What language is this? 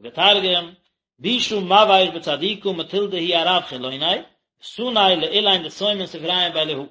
Yiddish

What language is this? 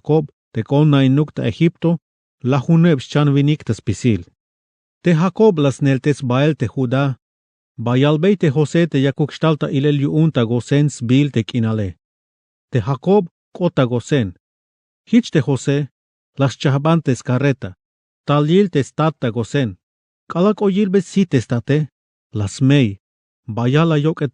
Tzeltal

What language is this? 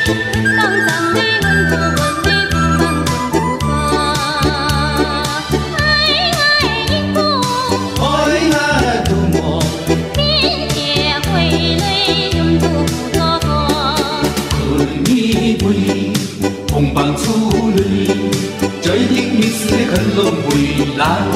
Zaiwa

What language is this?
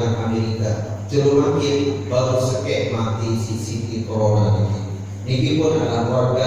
Sasak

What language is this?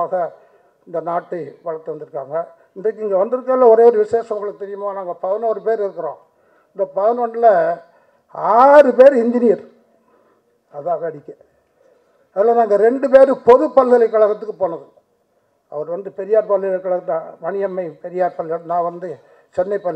Tamil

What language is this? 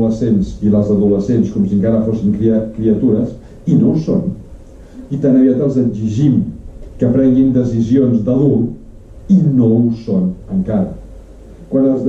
Catalan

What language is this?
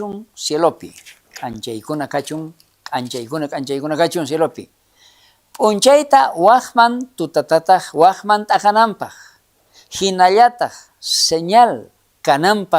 South Bolivian Quechua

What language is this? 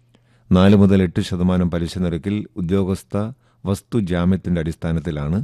Malayalam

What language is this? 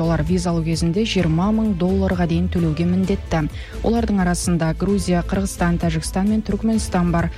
Kazakh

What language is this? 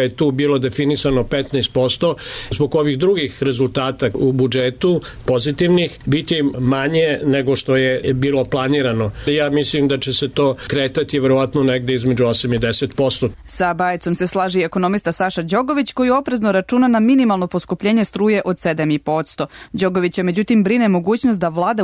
Serbian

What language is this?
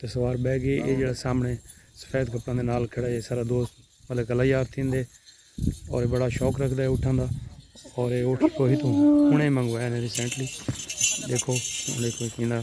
Saraiki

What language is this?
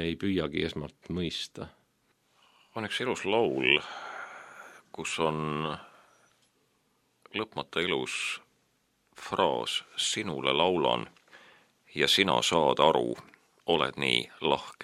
Estonian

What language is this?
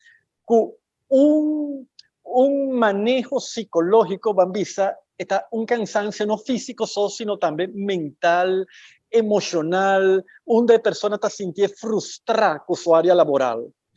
Papiamento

